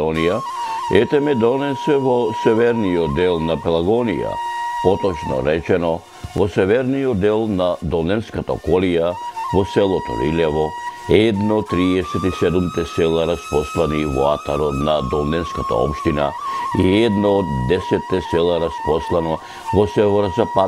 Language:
Macedonian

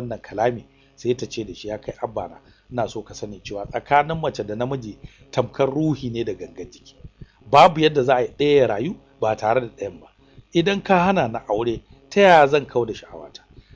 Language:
Hausa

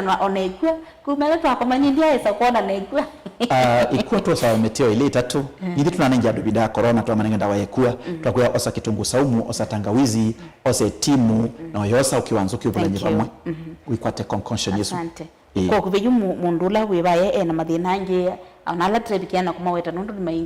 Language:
Kamba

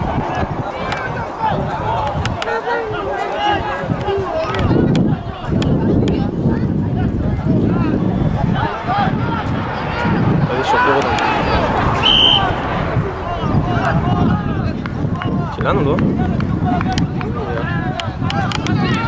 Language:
Hebrew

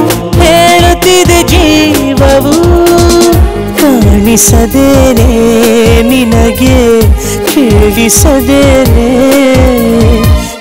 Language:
Kannada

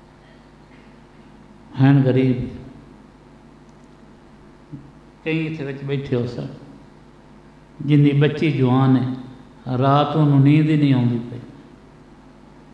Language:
Urdu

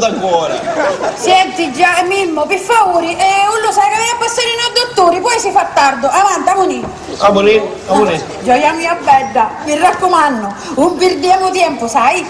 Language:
Sicilian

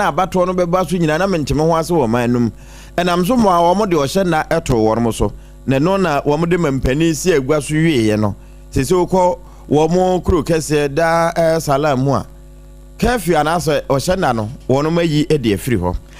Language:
Akan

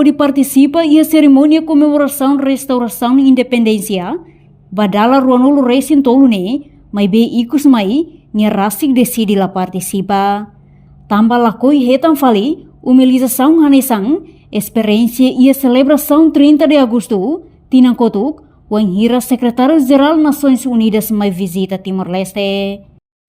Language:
Tetum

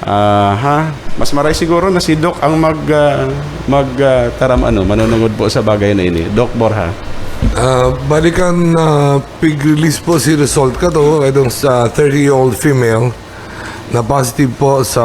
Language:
Bikol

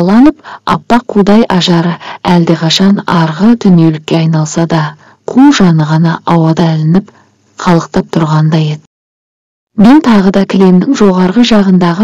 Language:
Kazakh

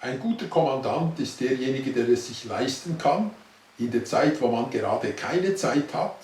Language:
Swiss German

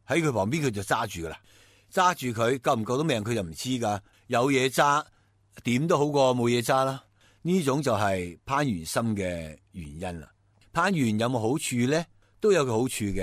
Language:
Cantonese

